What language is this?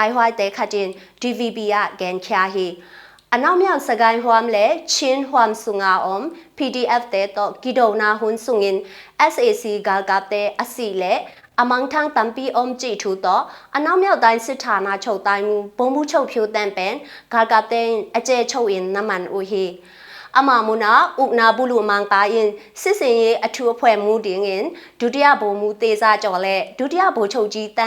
Tedim Chin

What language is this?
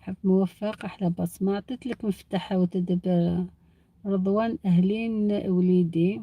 Algerian Arabic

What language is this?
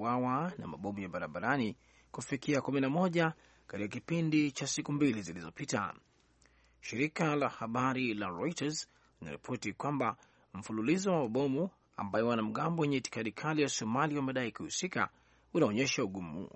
Swahili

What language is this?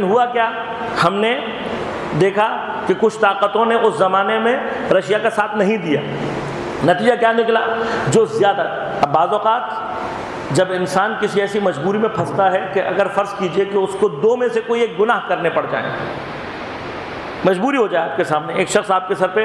Urdu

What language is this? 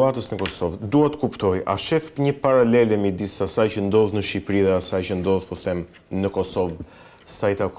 Albanian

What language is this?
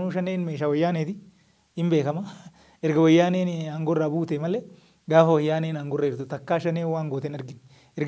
Oromo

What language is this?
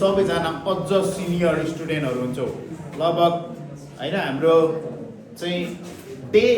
Nepali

